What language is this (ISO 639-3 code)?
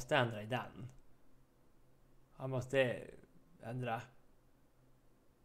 swe